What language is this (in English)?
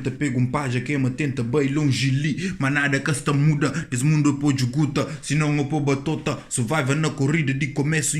Kabuverdianu